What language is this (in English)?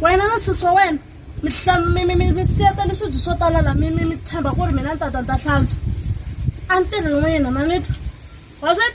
Tsonga